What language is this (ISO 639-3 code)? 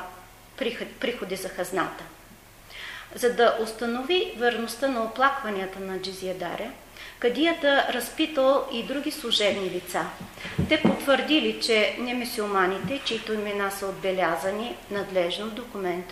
bul